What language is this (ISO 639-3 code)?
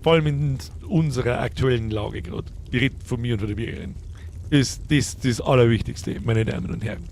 bar